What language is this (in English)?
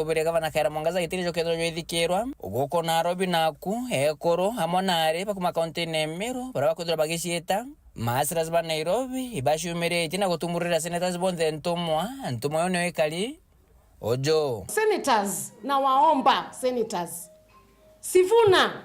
Meru